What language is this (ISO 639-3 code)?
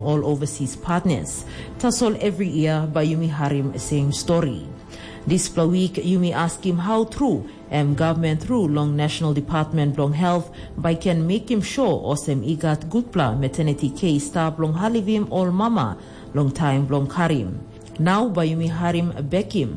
tpi